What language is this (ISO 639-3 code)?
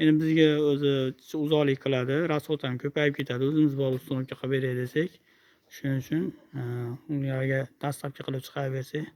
uzb